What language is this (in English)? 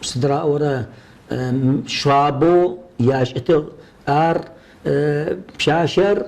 Kabardian